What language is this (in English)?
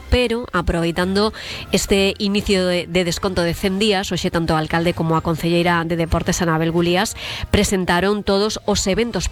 Galician